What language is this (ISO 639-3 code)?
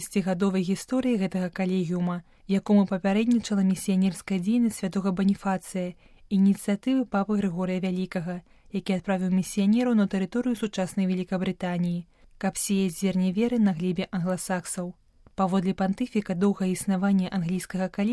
bel